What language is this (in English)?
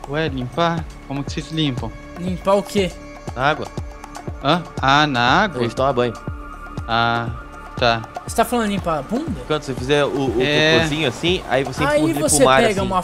Portuguese